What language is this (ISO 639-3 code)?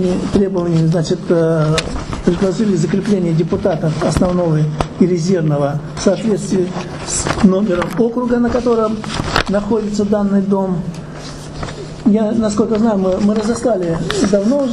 rus